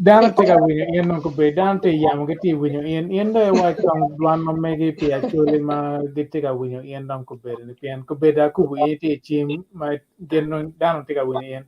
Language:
Acoli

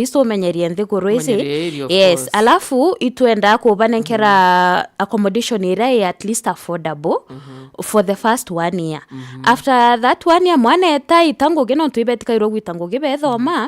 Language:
Meru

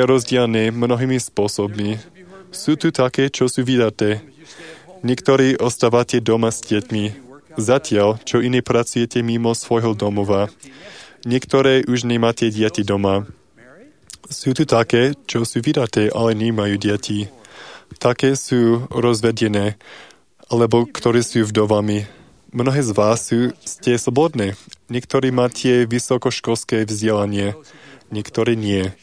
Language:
Slovak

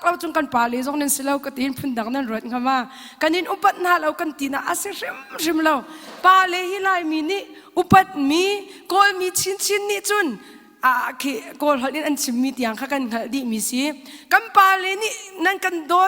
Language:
Hakha Chin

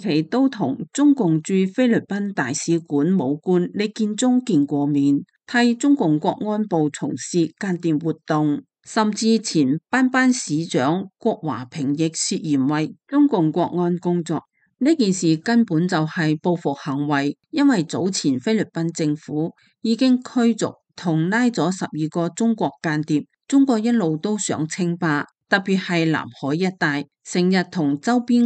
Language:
Cantonese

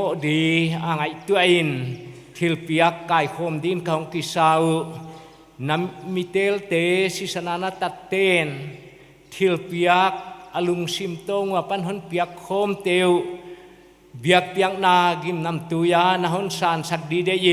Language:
Paite Chin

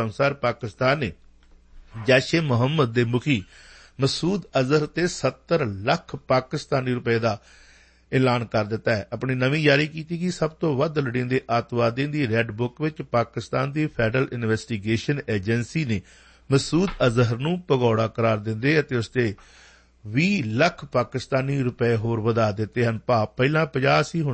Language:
Punjabi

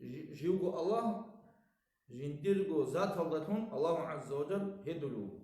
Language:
Avaric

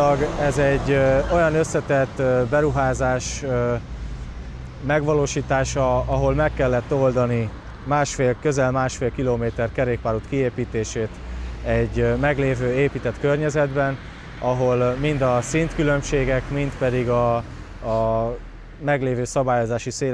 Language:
Hungarian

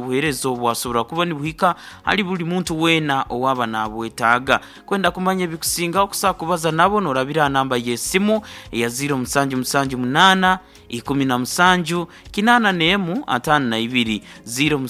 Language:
Nyoro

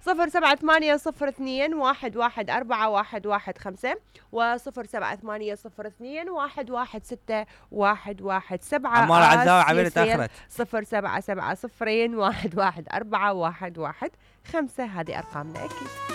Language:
Mesopotamian Arabic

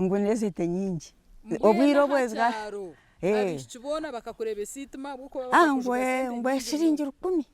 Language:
Nyankole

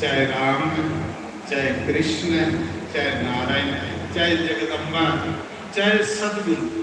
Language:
Dogri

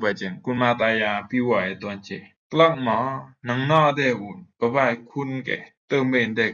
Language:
Rumai Palaung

